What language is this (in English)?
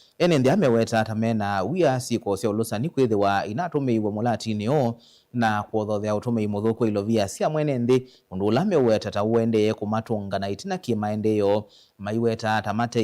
Kamba